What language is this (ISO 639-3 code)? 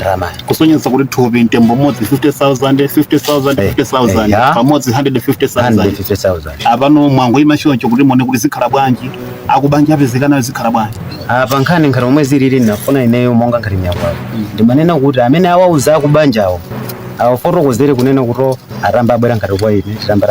nya